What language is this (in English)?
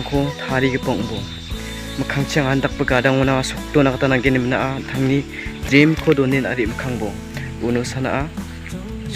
Garo